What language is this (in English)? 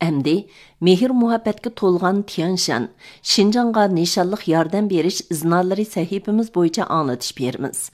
Uyghur